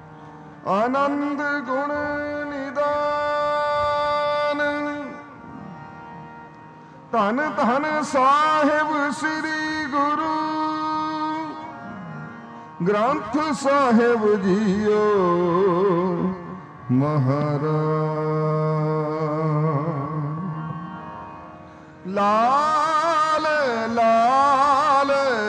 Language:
Punjabi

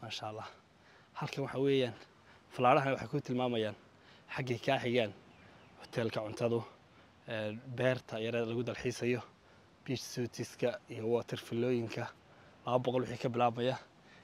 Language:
Somali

